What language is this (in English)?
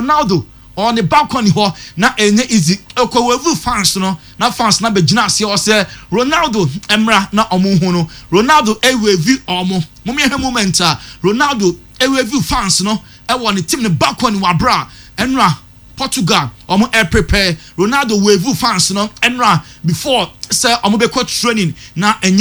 Akan